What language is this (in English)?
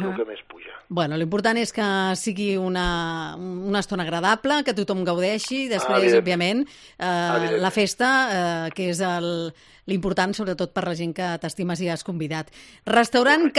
Catalan